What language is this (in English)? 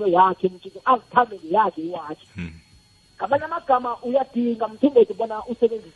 South Ndebele